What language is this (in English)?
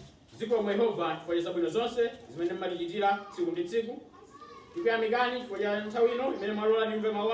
Nyanja